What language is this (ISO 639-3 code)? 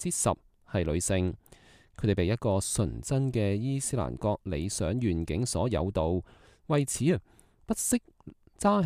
yue